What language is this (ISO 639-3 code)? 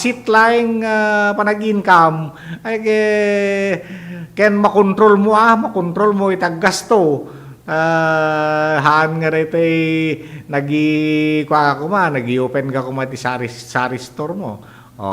ilo